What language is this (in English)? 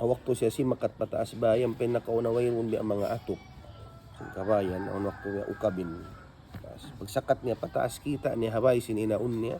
Tausug